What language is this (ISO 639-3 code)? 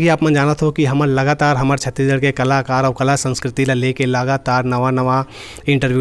hne